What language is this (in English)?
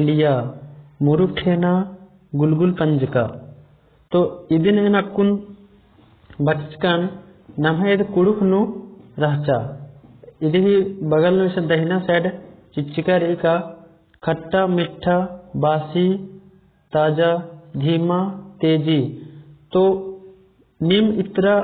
Kurukh